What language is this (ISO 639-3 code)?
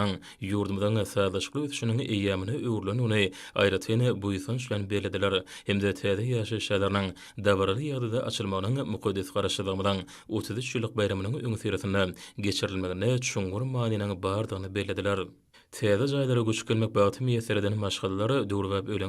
tuk